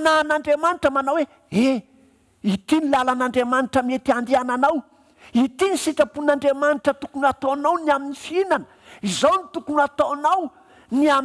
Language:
Malagasy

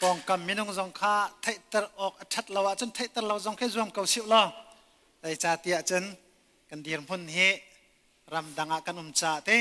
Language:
Hakha Chin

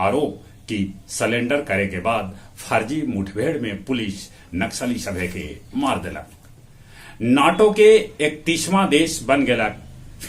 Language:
Magahi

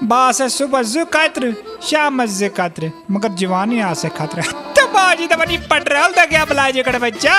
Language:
Kashmiri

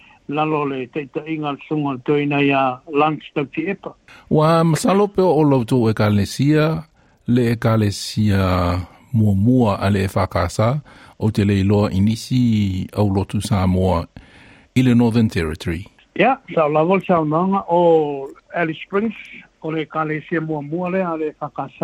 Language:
Samoan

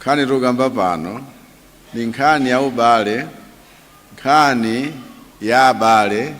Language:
Nyanja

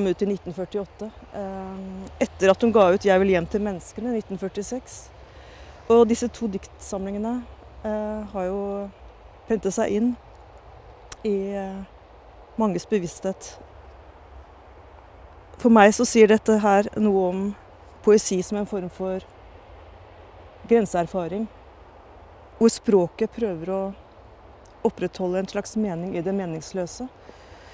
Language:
Norwegian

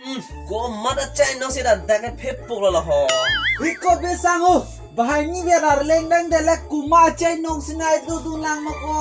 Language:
Karbi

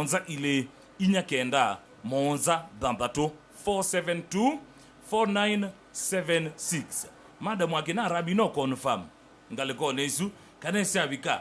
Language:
Kamba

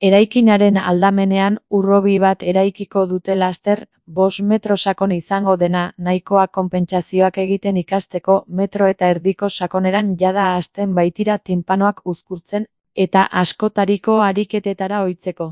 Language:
Basque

